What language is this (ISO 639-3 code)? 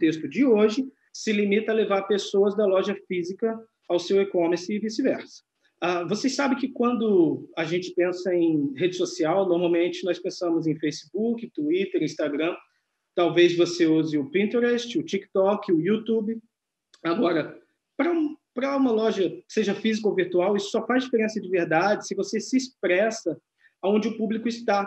por